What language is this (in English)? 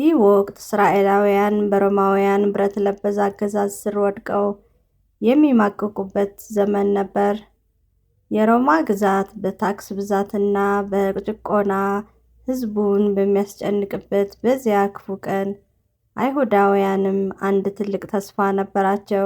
Amharic